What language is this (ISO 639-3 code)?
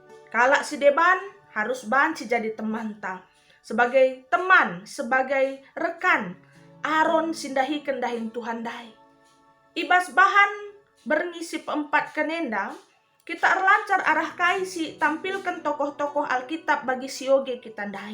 btx